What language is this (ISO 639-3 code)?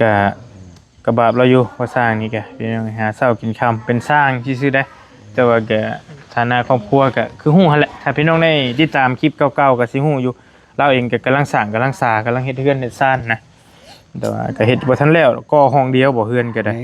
tts